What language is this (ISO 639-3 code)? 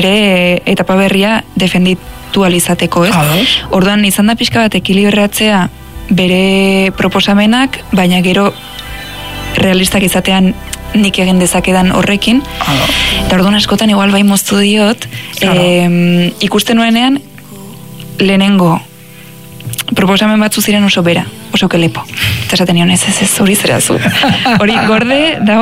eus